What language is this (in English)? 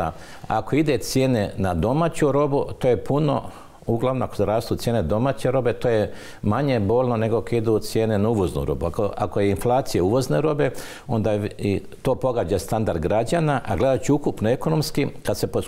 Croatian